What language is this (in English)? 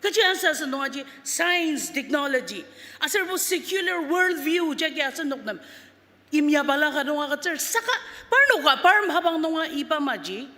Ao Naga